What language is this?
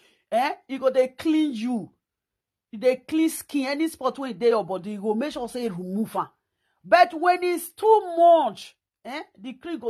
Nigerian Pidgin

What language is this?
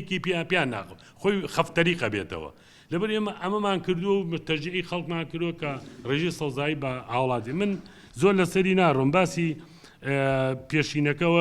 Central Kurdish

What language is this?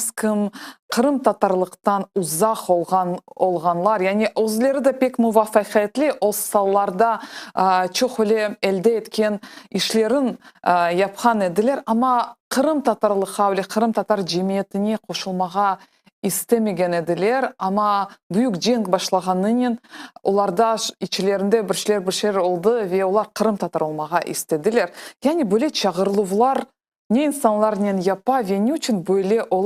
Crimean Tatar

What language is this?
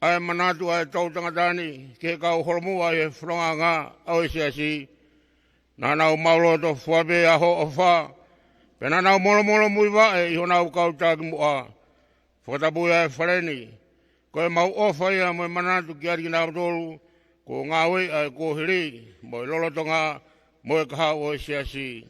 Tongan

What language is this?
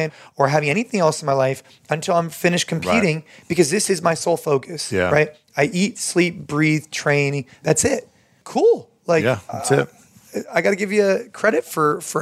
English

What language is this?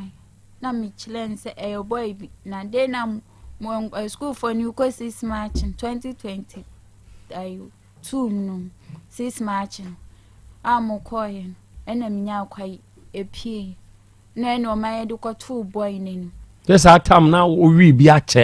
Akan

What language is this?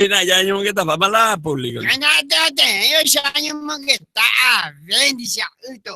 Guarani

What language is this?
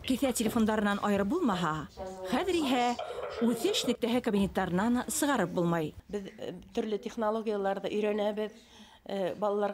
Bashkir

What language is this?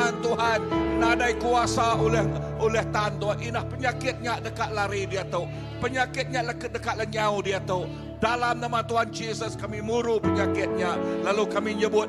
Iban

